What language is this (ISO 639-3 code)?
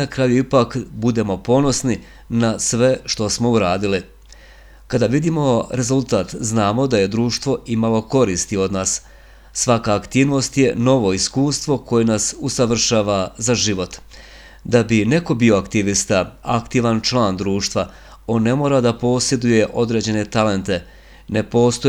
bos